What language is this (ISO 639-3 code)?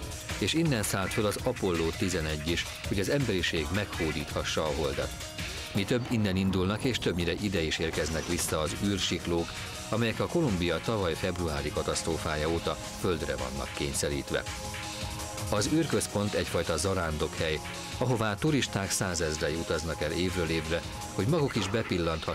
hun